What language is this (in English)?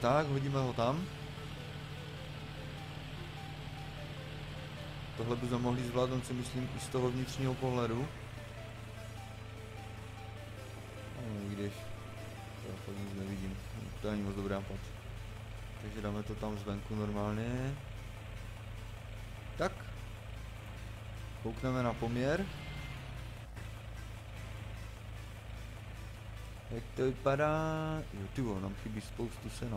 Czech